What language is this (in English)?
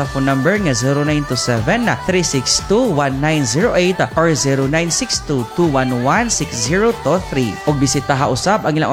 Cebuano